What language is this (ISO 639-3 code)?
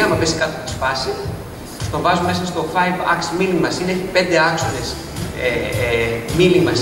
ell